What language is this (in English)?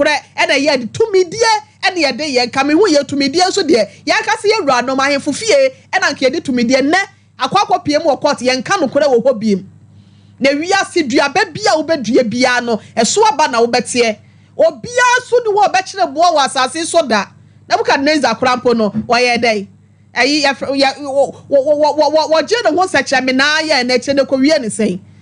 Akan